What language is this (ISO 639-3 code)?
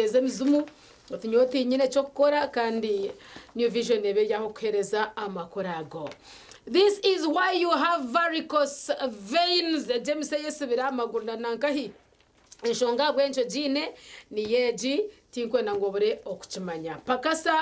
nyn